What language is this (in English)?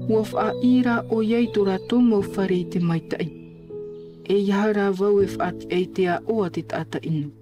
Tahitian